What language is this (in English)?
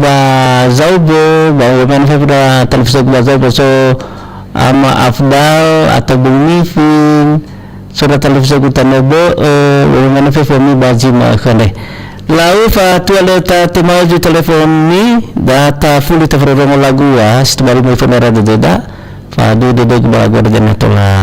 Nias